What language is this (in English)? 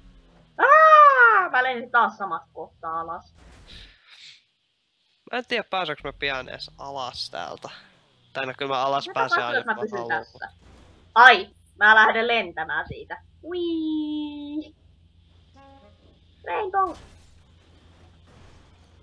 Finnish